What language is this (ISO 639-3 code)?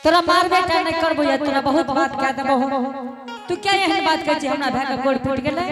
anp